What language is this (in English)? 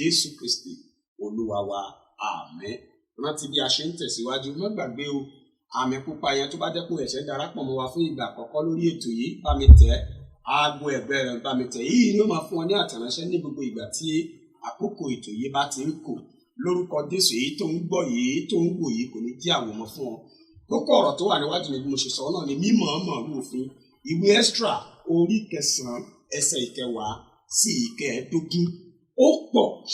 Yoruba